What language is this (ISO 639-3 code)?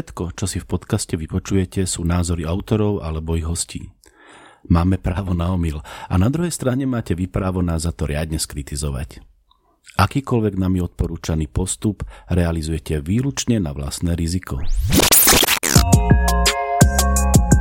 slk